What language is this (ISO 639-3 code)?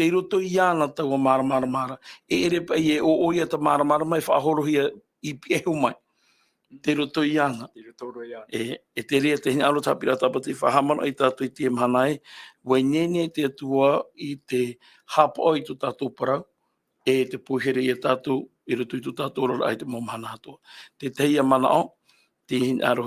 tah